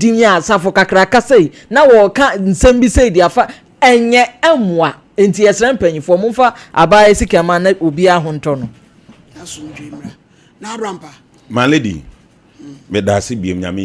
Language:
Akan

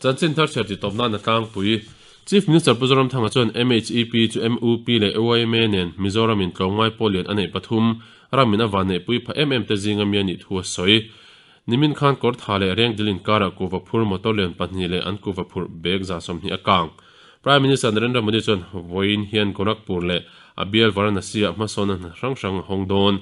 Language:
Mizo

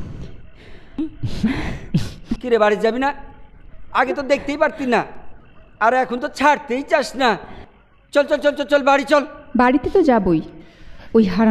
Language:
Bangla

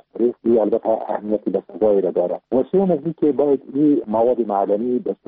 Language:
Persian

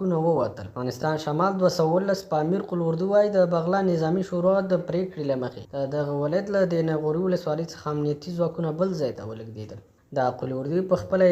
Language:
Pashto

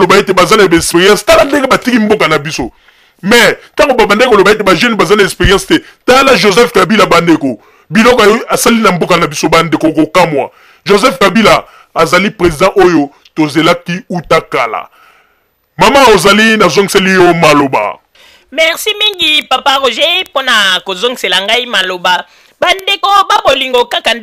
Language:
Lingala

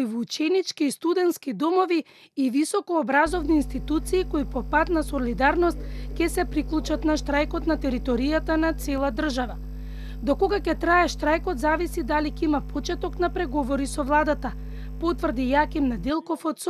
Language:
Macedonian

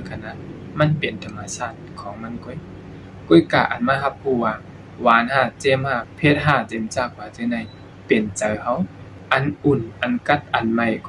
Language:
Shan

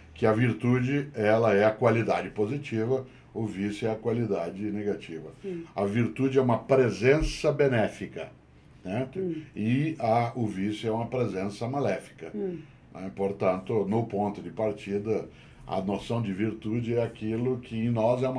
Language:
Portuguese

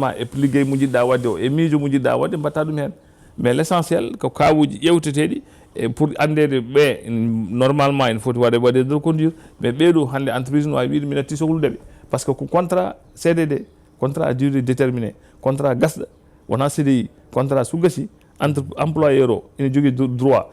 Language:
Fula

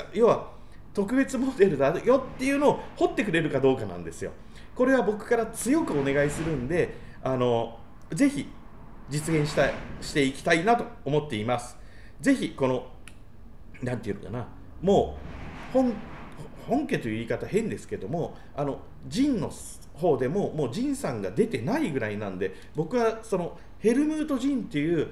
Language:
Japanese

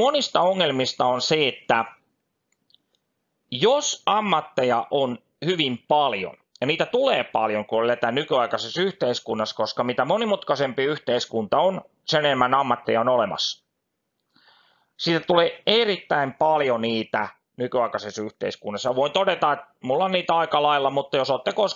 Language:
Finnish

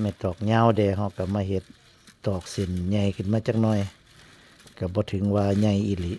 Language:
Northeastern Thai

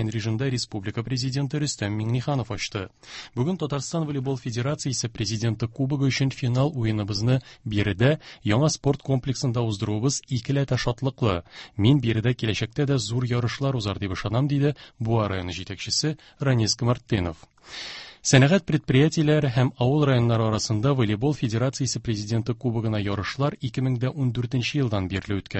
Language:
Tatar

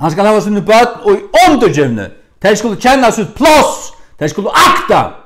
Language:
Faroese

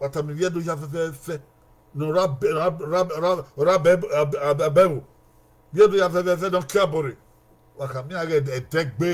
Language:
Bini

